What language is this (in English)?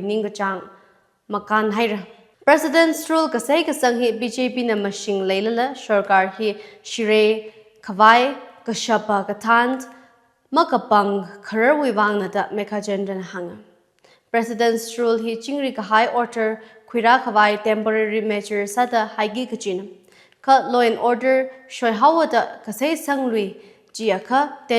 Tangkhul Naga (India)